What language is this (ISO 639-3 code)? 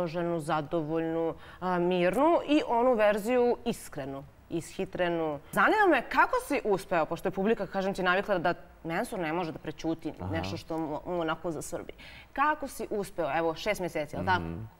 bos